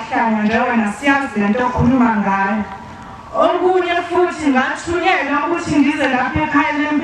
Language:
Zulu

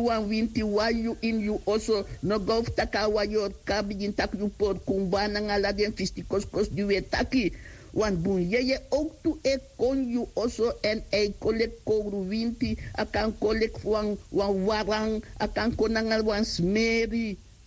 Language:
Sranan Tongo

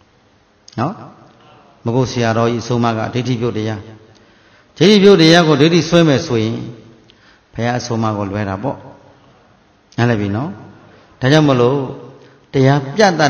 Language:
Burmese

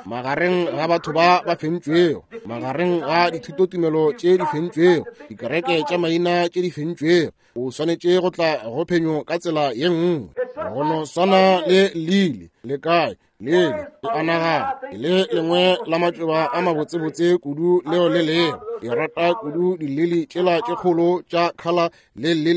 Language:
Northern Sotho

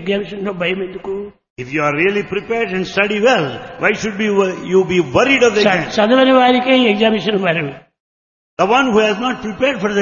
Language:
Telugu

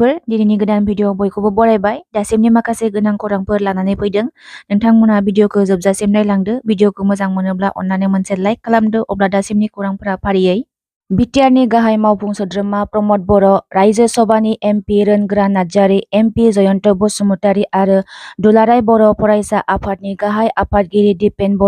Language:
Bodo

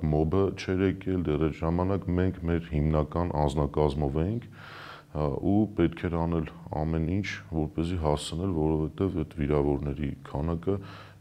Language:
Armenian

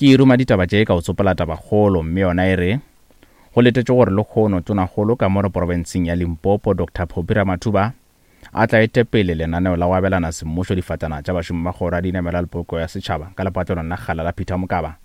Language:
Northern Sotho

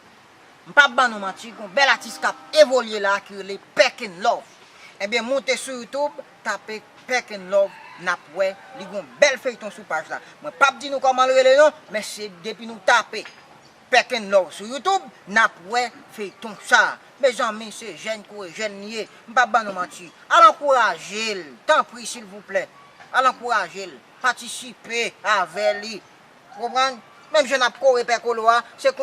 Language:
Haitian Creole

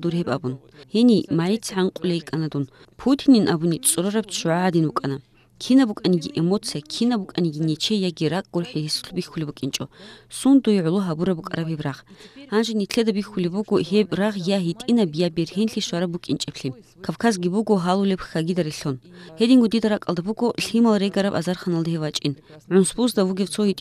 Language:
Avaric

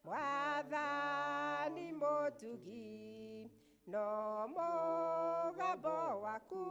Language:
Kikuyu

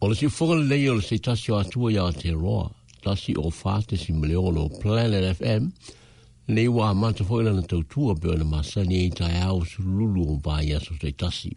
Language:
Samoan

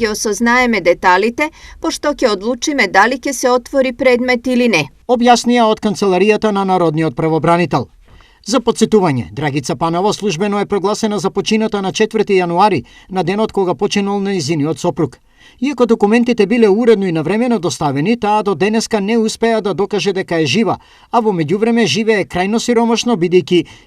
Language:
Macedonian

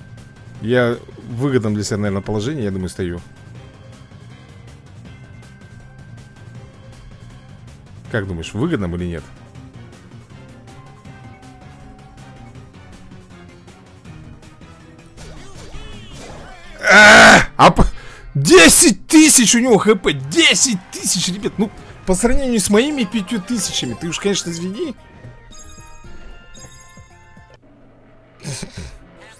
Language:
Russian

